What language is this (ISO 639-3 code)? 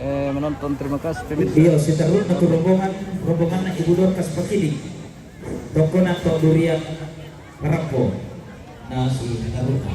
sda